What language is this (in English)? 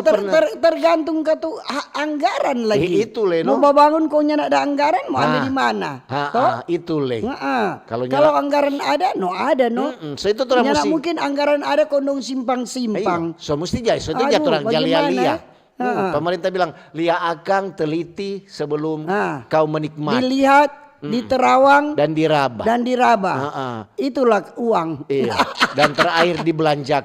Manado Malay